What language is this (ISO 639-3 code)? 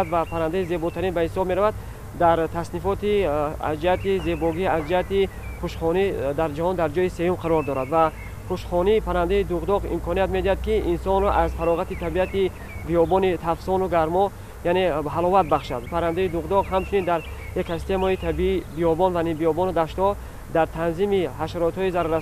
tgk